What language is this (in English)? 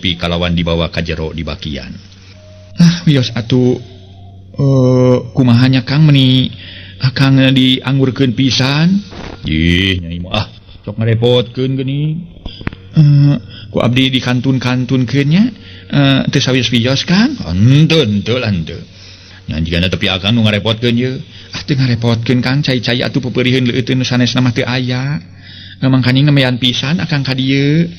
Sundanese